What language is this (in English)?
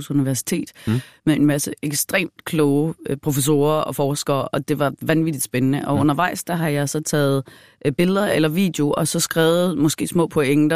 Danish